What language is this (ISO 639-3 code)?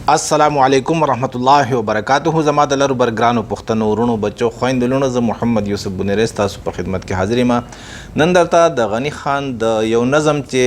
pus